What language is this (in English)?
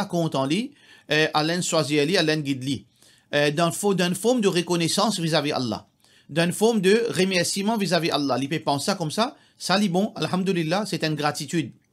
Morisyen